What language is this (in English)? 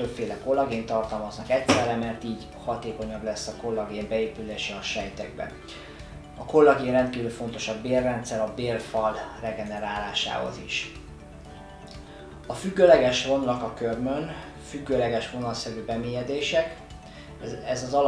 Hungarian